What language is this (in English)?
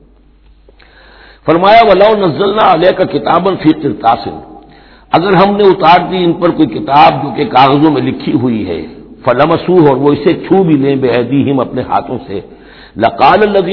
Urdu